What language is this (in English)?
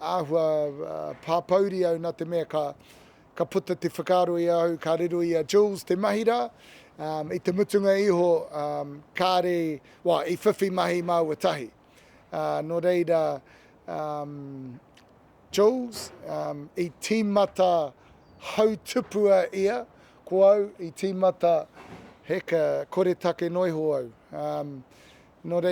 Māori